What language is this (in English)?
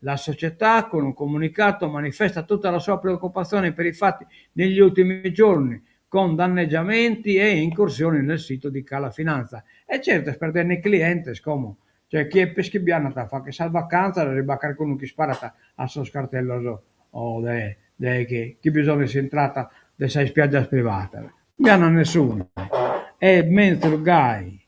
Sardinian